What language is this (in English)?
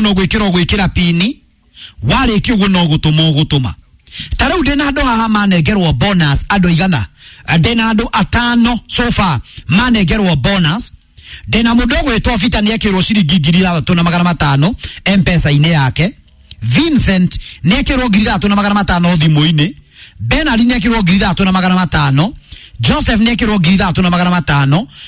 Kikuyu